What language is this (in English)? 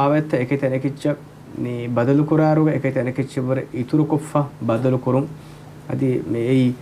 Divehi